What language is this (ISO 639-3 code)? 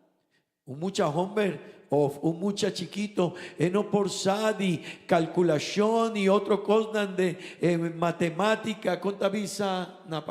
pap